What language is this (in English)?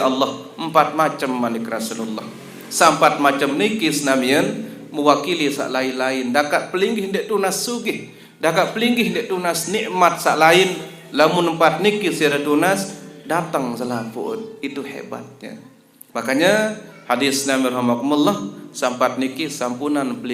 Sasak